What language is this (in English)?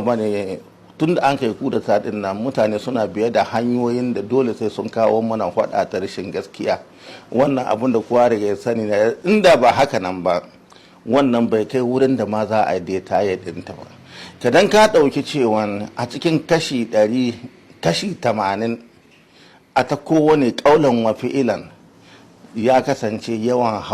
Hausa